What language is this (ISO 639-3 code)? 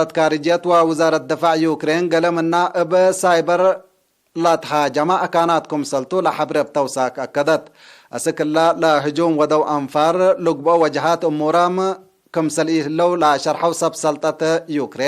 tig